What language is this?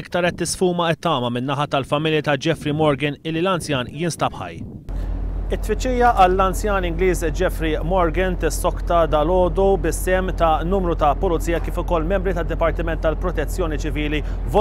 Maltese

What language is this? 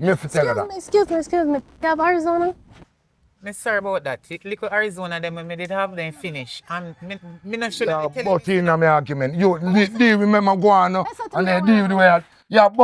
Jamaican Creole English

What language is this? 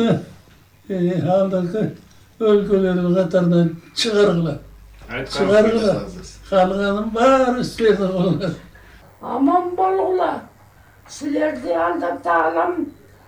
Kyrgyz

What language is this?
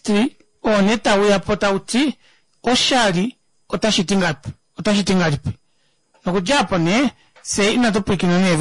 Kuanyama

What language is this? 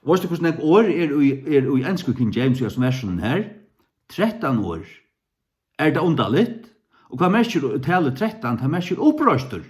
Faroese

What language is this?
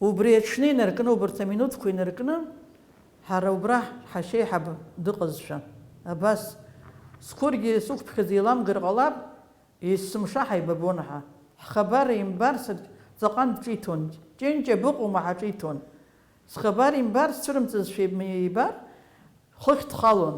Abkhazian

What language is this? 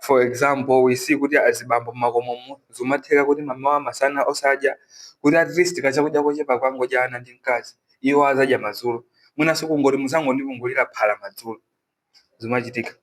Nyanja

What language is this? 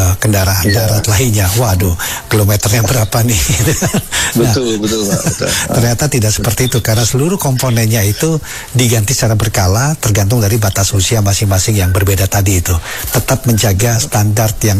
Indonesian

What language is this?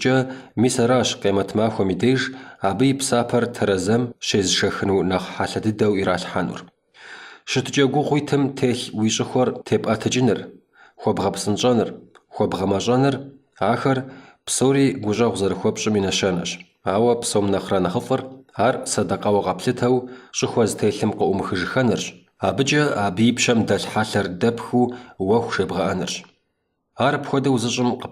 Kabardian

